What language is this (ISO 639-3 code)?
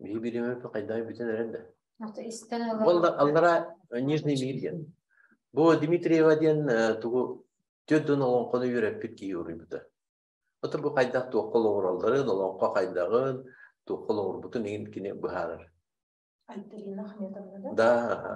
sah